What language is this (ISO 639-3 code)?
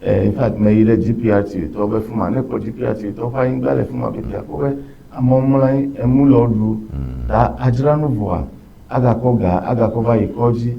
ewe